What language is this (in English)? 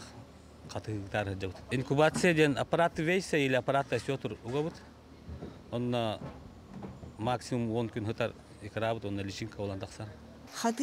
Yakut